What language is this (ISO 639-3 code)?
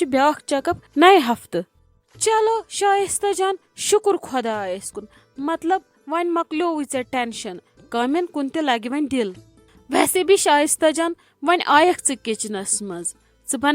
kas